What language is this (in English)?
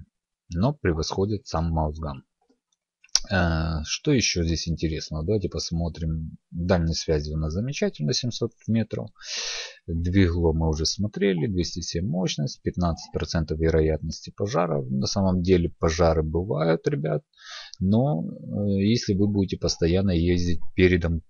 Russian